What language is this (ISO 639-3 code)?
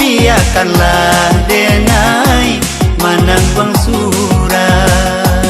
min